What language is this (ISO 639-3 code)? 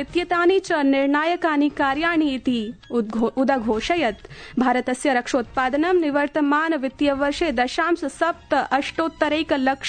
san